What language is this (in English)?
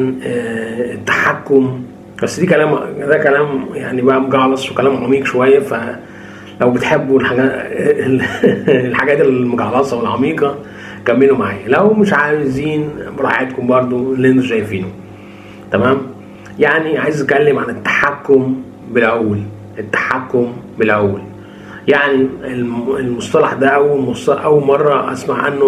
Egyptian Arabic